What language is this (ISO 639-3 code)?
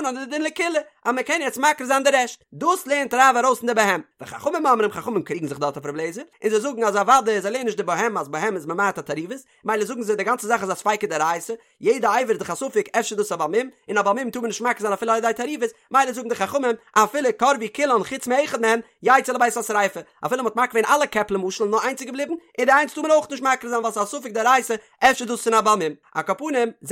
yid